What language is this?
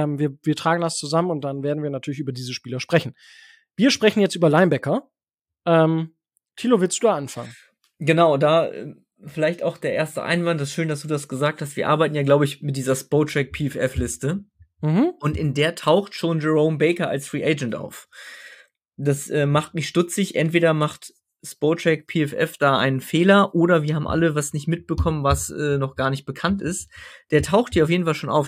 German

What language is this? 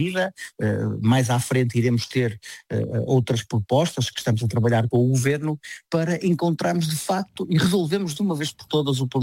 Portuguese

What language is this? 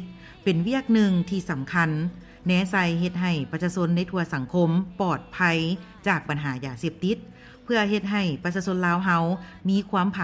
Lao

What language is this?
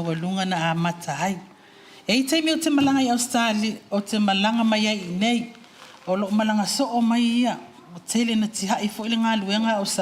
Samoan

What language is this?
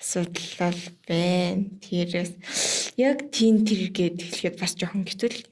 Mongolian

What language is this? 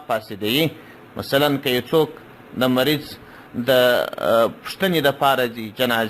Pashto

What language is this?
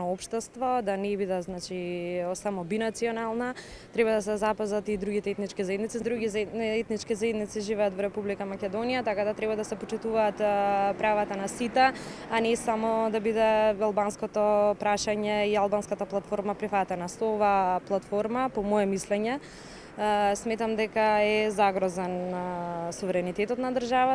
Macedonian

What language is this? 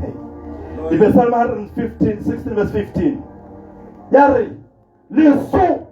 Tswana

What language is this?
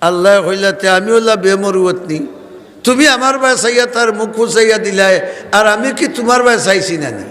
Sylheti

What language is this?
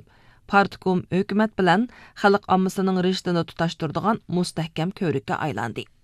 Uyghur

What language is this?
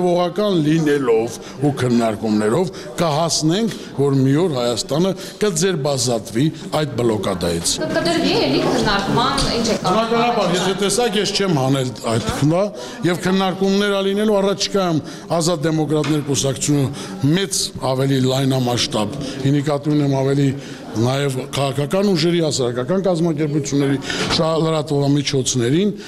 Armenian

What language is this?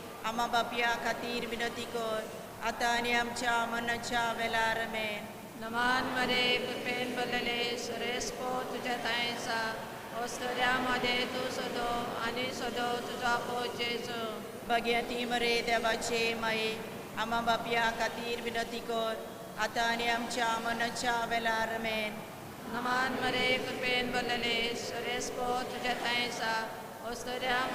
Konkani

